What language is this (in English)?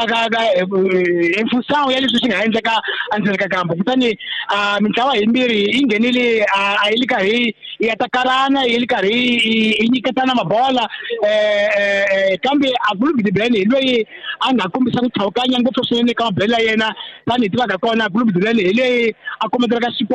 Tsonga